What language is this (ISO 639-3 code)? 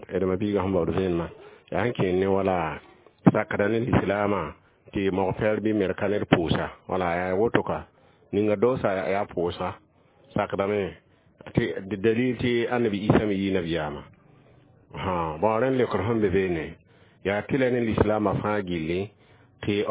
mos